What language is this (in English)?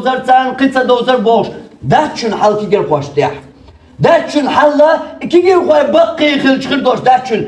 Chechen